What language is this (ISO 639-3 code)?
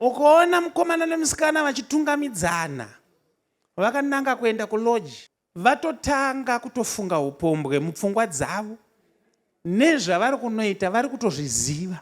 sna